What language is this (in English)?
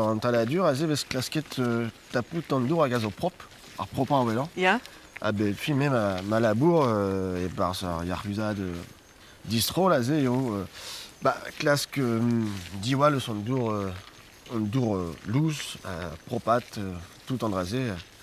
Breton